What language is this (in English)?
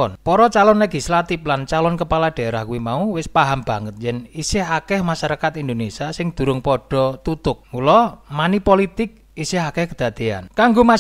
Javanese